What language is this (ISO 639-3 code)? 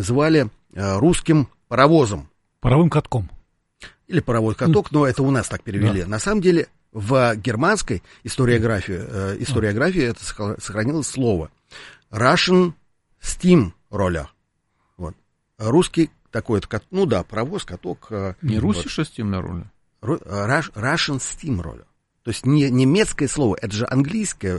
rus